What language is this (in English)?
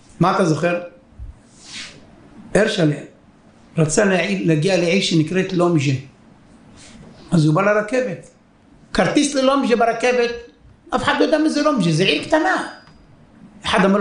Hebrew